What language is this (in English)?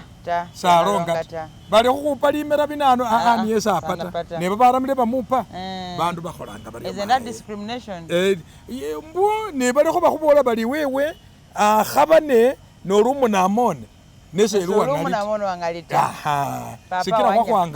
Masaaba